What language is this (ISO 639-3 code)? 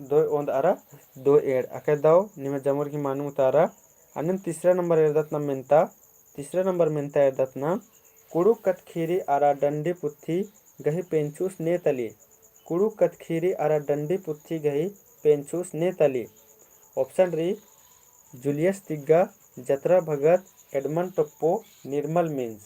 kru